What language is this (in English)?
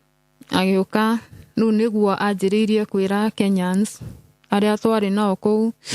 Kikuyu